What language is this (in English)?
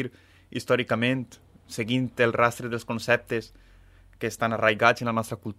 Catalan